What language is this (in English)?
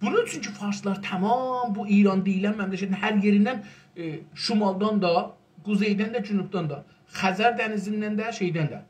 South Azerbaijani